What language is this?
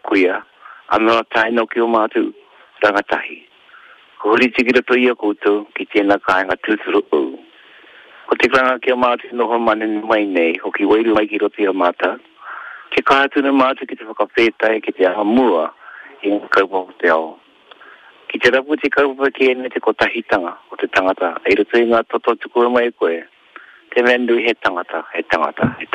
Māori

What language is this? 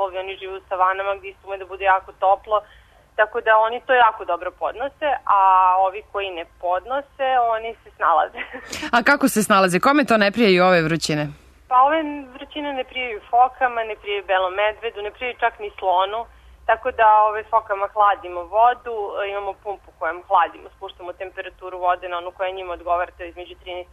Serbian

